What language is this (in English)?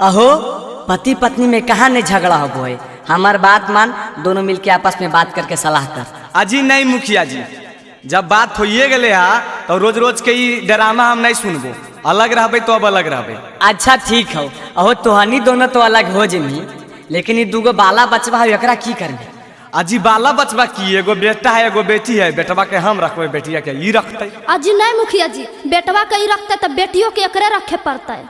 Magahi